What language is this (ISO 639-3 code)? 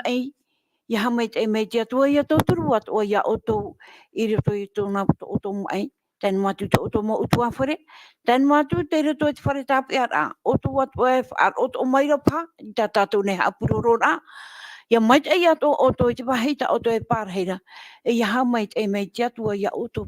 tah